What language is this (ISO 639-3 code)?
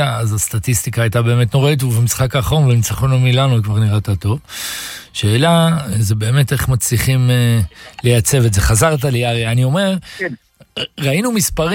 heb